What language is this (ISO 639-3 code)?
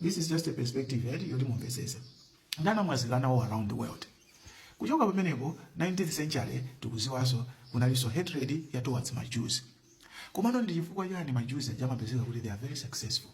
nya